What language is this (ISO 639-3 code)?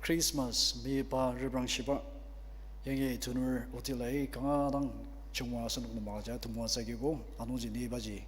njo